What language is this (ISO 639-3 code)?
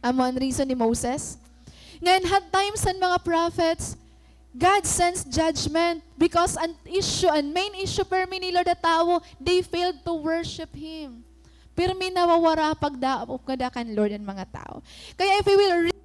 war